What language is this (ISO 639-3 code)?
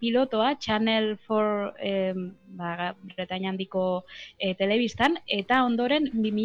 eus